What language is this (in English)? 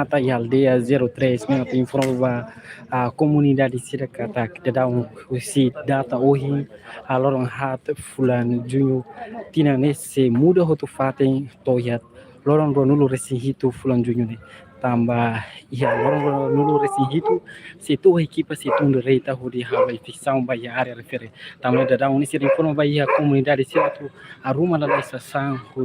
Tetum